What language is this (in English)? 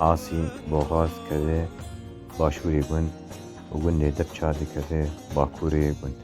Kurdish